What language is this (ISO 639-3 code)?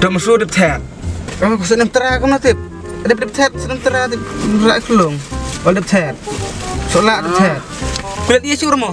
kha